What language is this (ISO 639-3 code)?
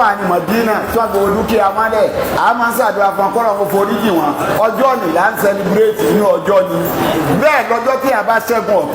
yor